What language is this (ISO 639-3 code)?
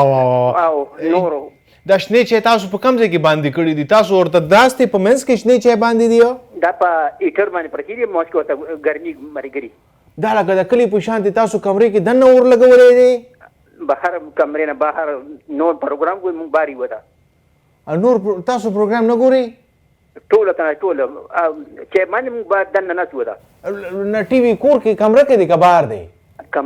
pus